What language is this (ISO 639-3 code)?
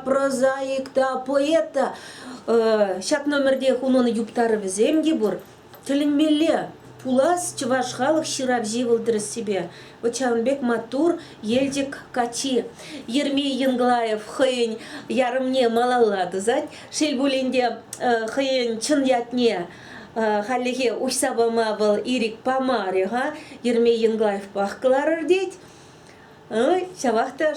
chv